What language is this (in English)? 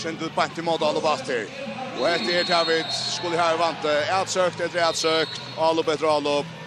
Faroese